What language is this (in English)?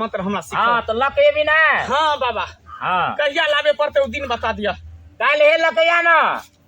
Maithili